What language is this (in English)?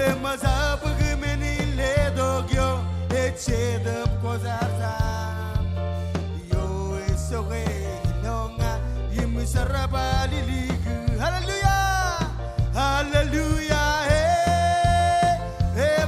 Marshallese